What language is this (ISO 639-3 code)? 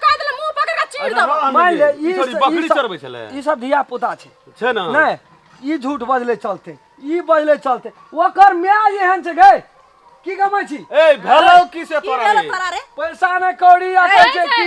mai